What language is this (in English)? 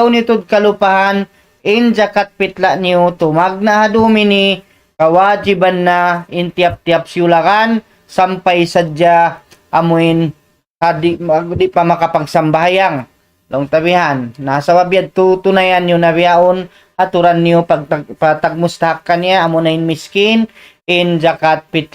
Tausug